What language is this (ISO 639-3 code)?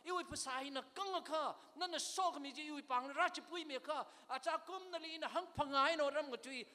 nmf